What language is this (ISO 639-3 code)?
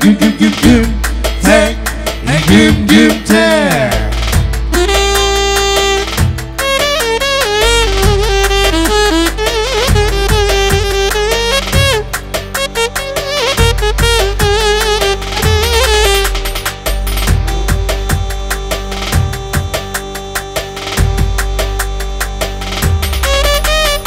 tur